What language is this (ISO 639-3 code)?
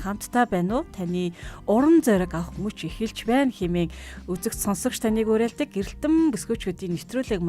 mon